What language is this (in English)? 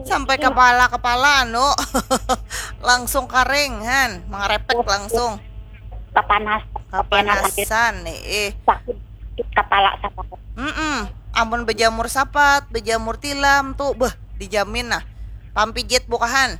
Banjar